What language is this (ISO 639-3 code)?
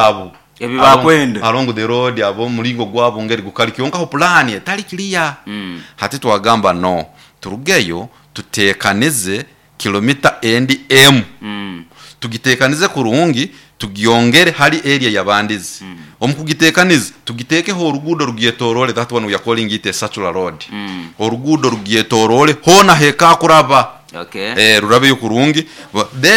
nyo